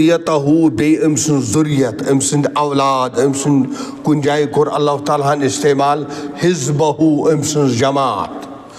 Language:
Kashmiri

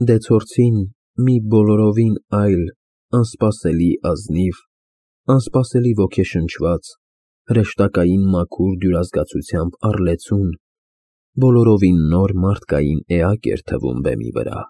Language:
Armenian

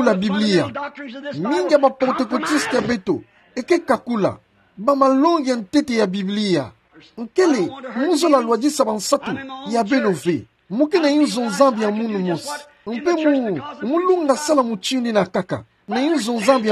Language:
Kituba (Democratic Republic of Congo)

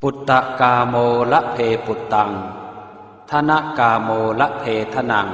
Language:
Pali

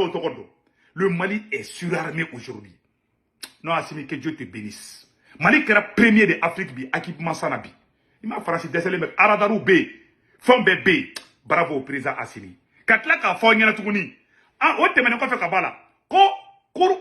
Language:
Bambara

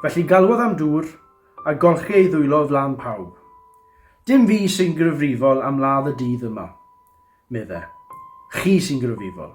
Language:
Welsh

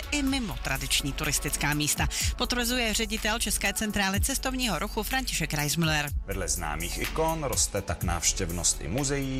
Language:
Czech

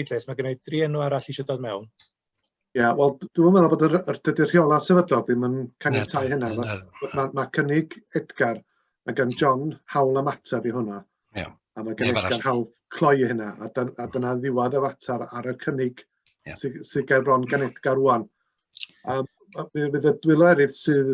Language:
Welsh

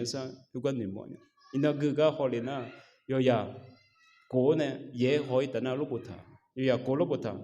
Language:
Akha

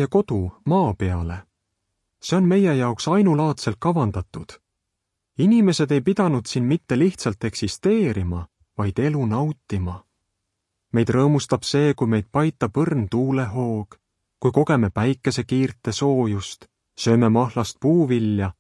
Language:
Estonian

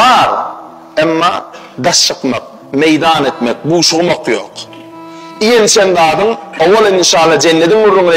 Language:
Turkmen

